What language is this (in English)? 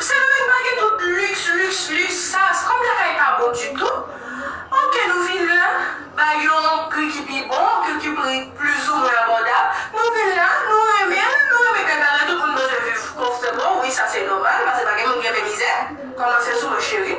Haitian Creole